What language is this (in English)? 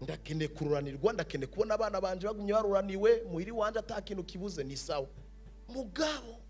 Rundi